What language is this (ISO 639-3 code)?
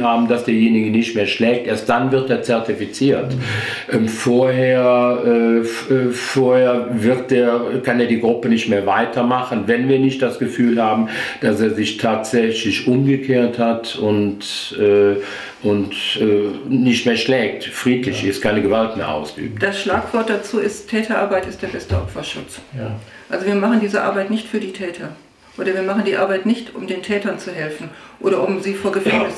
deu